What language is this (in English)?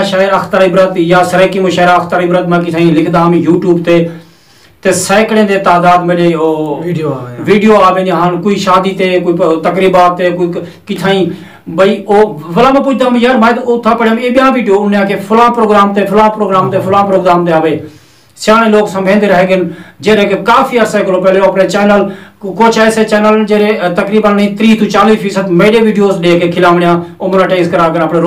Saraiki